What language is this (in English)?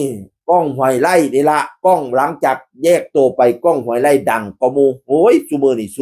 Northeastern Thai